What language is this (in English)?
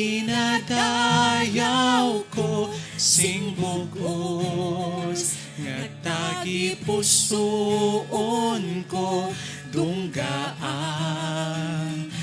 Hiligaynon